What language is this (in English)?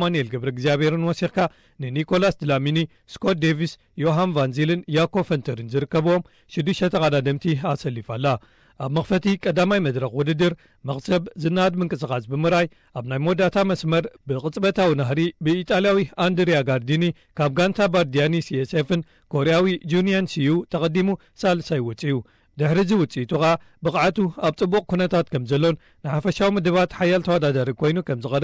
Tigrinya